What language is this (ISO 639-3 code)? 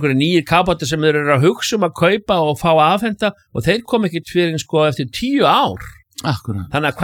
isl